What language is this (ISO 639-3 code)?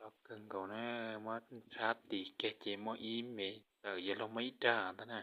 hmn